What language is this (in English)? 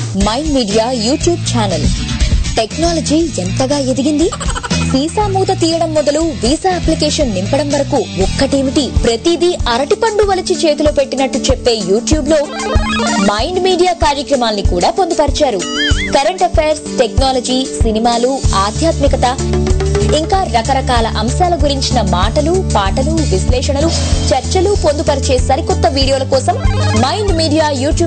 Telugu